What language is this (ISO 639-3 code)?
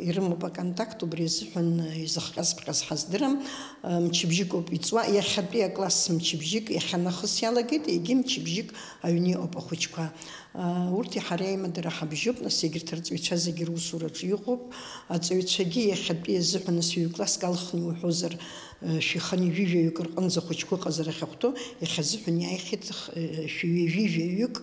abk